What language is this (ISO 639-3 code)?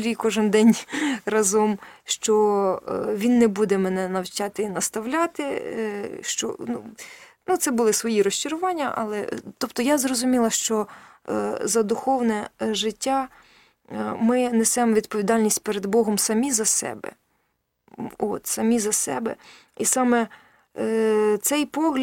ukr